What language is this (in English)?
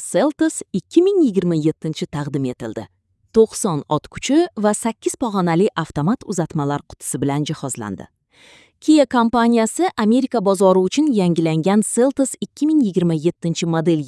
Uzbek